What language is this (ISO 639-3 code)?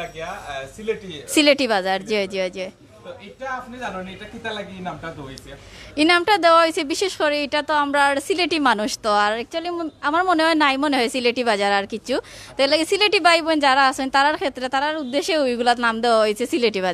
syl